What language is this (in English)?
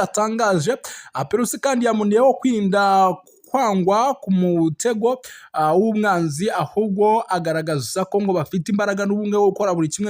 Kinyarwanda